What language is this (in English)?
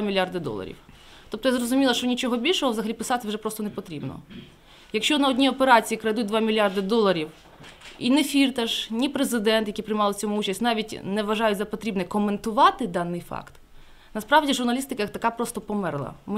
Ukrainian